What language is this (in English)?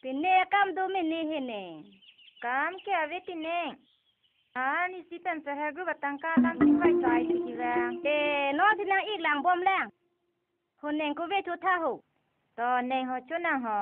Karbi